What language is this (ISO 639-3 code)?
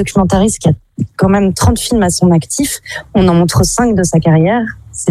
fra